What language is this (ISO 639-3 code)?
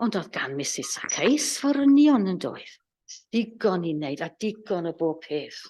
cym